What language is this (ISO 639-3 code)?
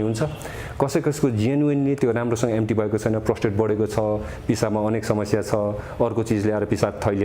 nep